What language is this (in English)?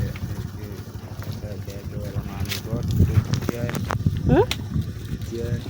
Acoli